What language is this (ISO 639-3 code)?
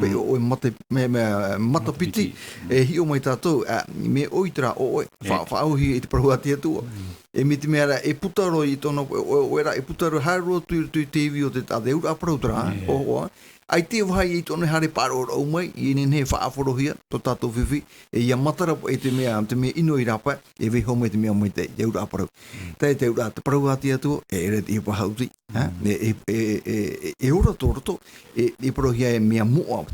tah